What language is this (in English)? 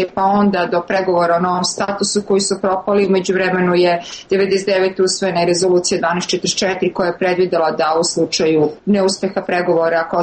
Serbian